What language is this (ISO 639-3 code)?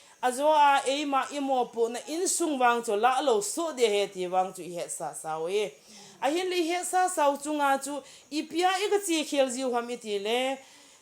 tcz